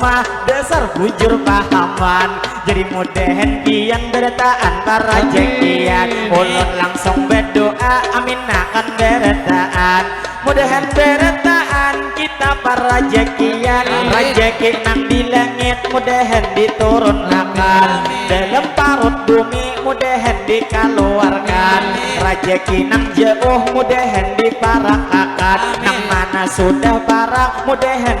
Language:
Banjar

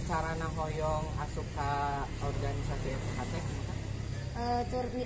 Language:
Sundanese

